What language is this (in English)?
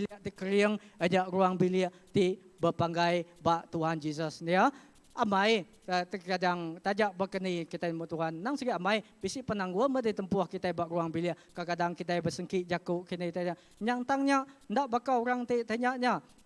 Iban